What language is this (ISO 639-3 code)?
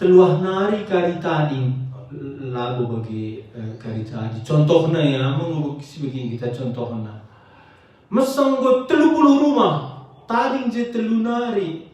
btx